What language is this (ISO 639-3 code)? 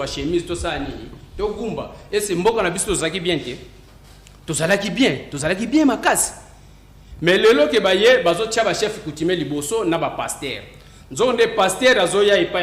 lin